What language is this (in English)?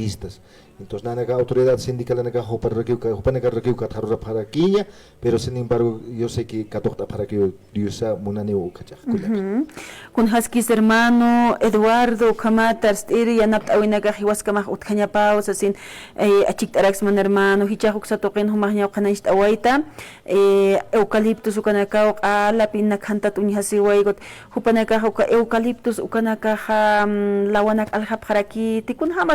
Aymara